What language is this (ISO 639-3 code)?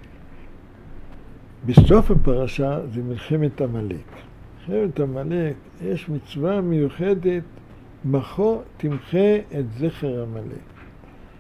heb